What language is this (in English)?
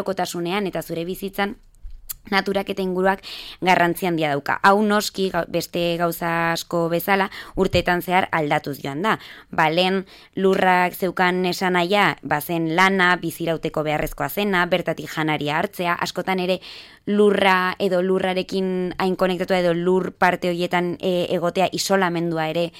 Basque